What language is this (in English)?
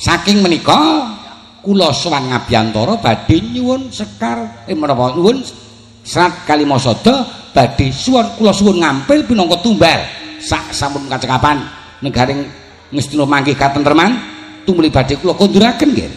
Javanese